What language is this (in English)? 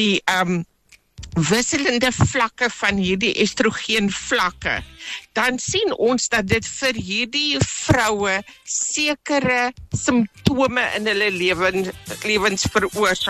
Afrikaans